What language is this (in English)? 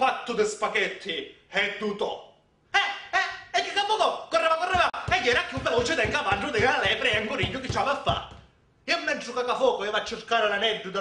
Sicilian